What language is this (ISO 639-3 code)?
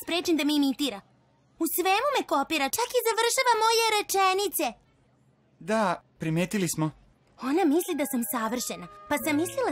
srp